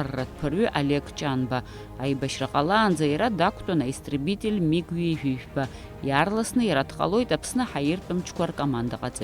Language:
Abkhazian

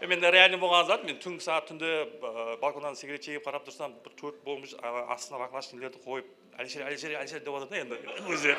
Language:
Kara-Kalpak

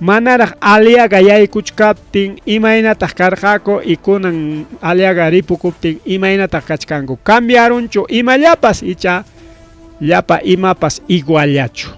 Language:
Ayacucho Quechua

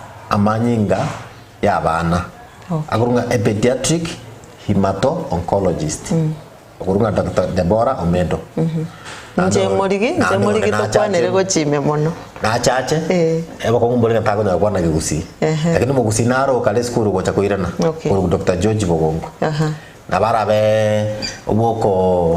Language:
Gusii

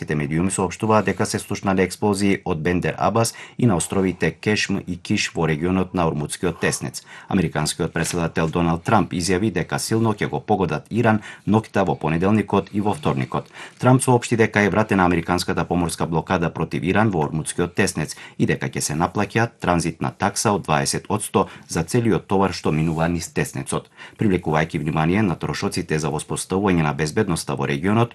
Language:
Macedonian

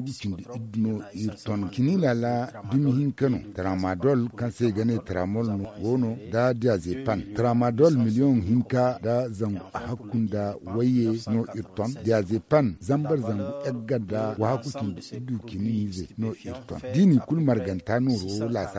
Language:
Zarma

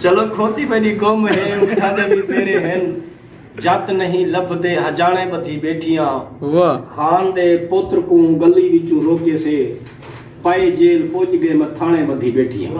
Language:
Saraiki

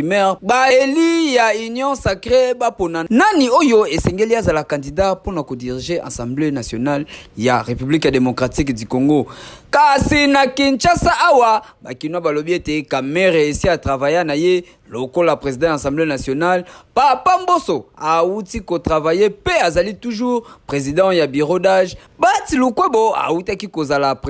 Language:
Lingala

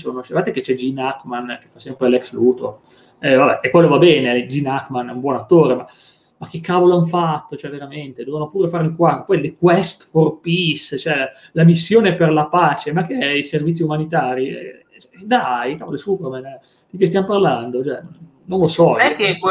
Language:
Italian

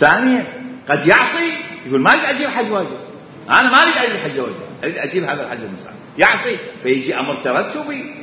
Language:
Mesopotamian Arabic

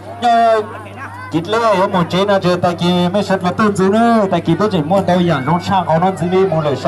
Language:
Hmong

